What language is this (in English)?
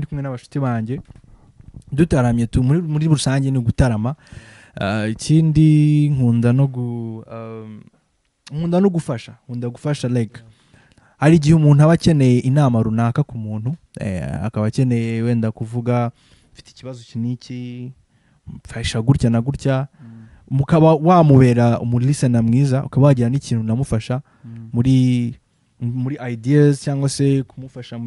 Kinyarwanda